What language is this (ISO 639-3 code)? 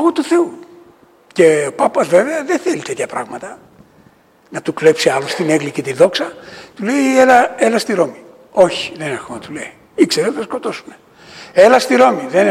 ell